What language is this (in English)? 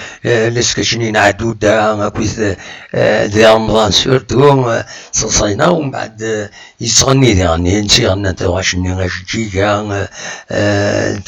Kabyle